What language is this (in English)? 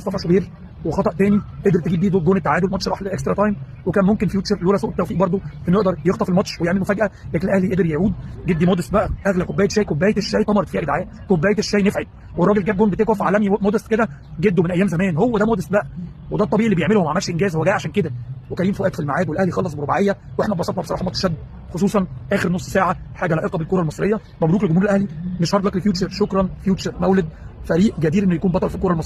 Egyptian Arabic